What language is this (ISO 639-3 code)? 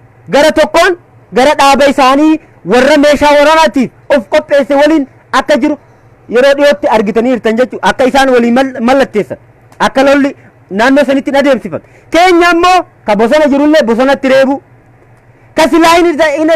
orm